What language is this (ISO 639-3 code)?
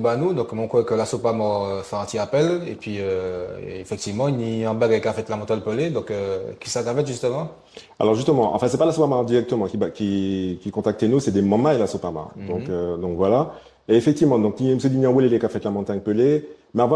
gcf